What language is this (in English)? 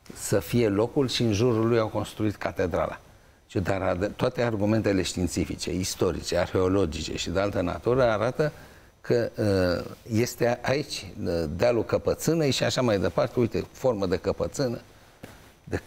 Romanian